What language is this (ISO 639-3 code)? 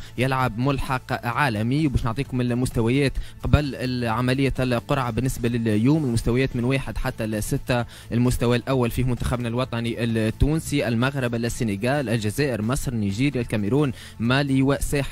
aeb